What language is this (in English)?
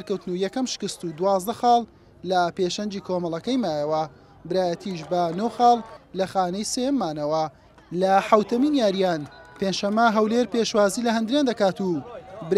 Central Kurdish